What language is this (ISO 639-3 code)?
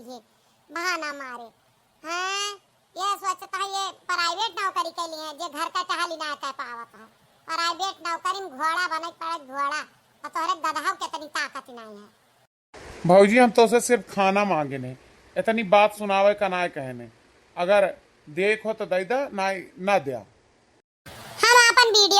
awa